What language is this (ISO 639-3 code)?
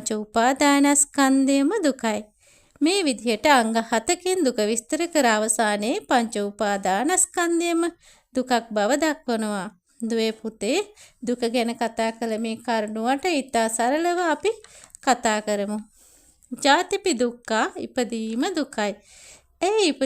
sin